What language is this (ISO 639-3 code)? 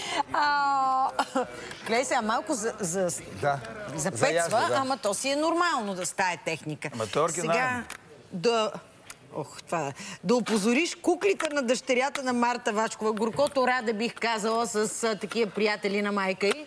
bul